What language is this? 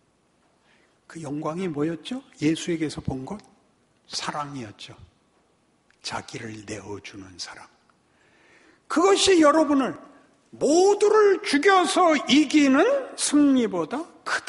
Korean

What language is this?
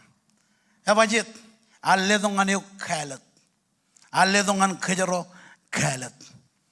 Marshallese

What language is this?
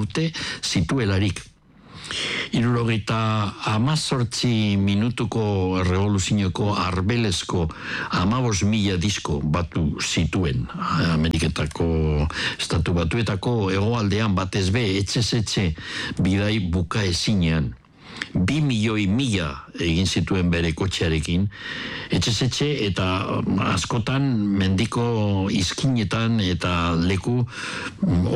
Basque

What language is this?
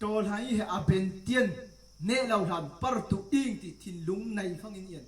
Falam Chin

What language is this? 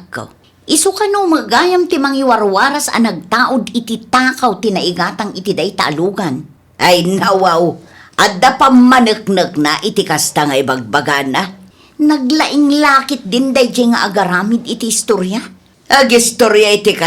Iloko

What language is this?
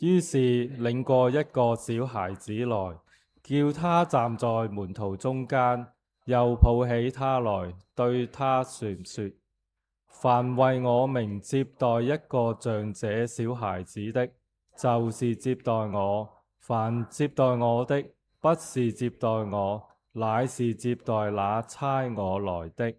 Cantonese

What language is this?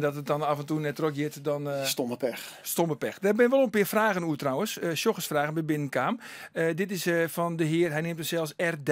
Western Frisian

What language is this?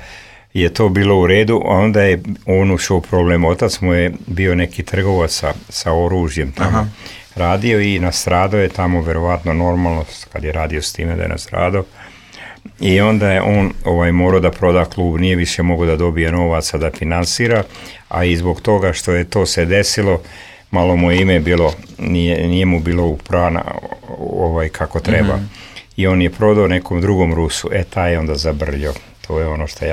Serbian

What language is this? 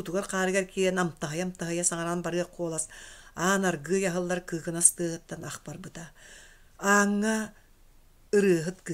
Yakut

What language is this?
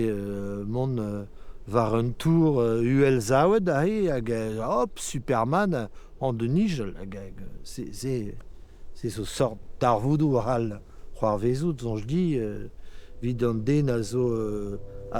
Breton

